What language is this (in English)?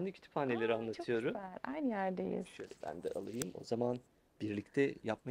Turkish